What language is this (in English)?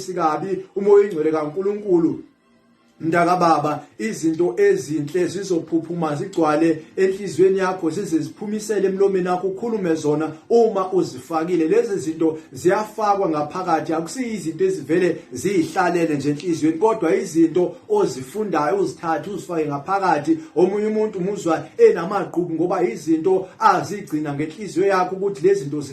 Zulu